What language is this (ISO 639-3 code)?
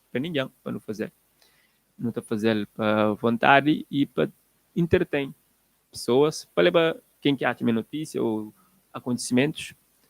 kea